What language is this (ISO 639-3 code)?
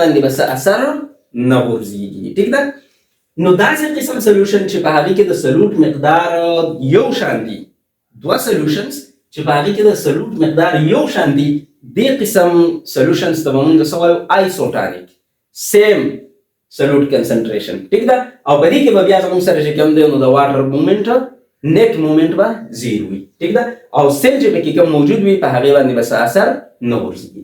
pus